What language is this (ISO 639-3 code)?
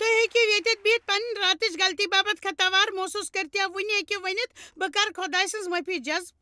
kas